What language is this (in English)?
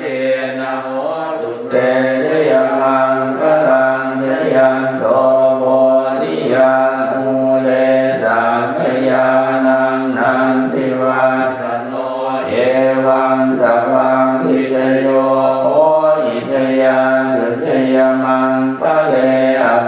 Pali